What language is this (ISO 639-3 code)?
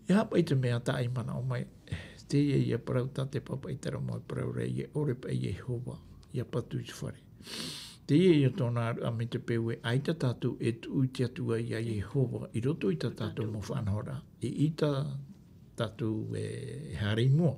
tah